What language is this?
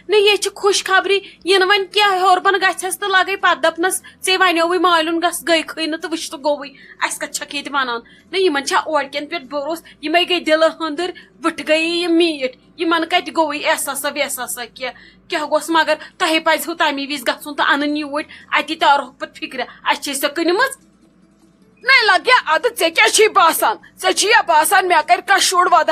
Kashmiri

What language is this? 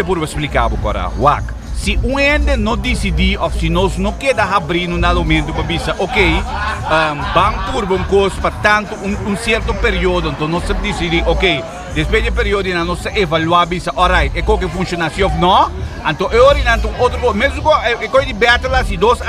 Papiamento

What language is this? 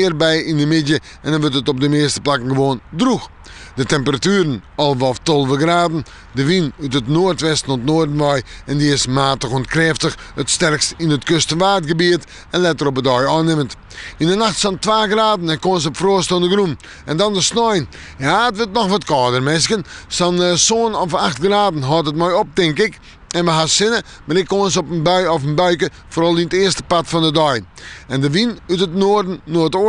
Western Frisian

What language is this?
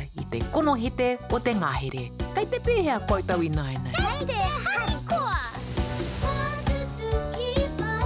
Māori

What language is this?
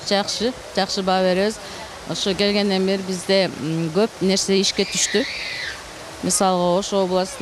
Kyrgyz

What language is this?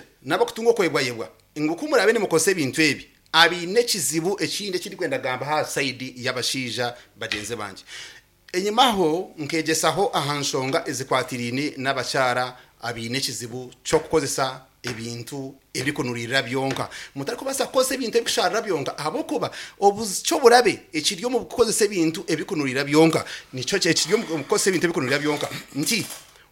Nyankole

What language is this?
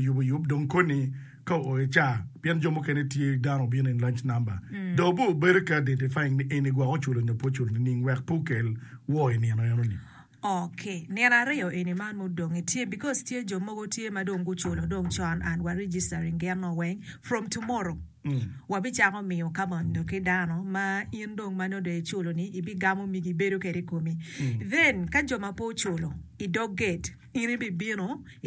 Acoli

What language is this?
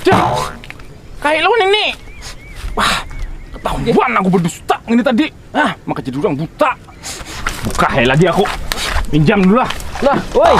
Banjar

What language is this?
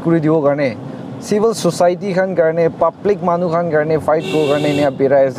Naga Pidgin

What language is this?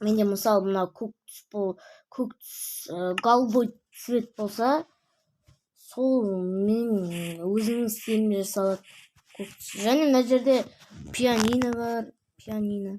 Kazakh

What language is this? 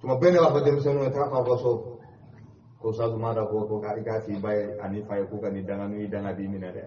Bambara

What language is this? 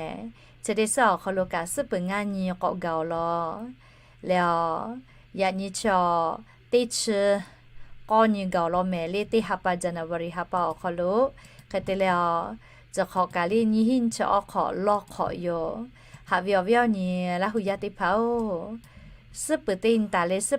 Lahu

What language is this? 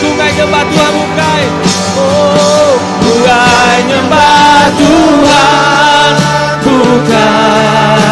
Iban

